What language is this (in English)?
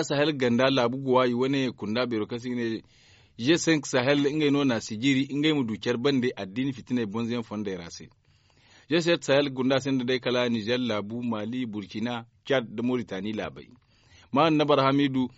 Zarma